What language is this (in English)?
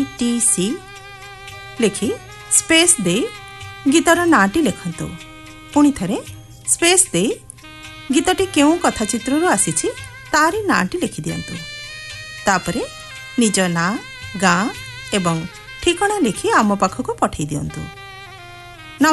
Odia